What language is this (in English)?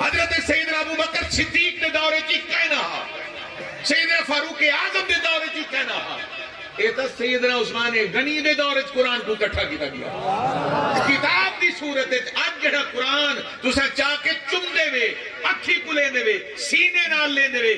Saraiki